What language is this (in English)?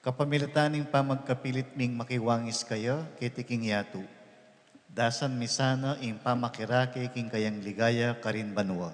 Pampanga